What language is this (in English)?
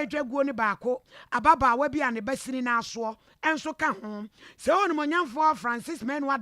Akan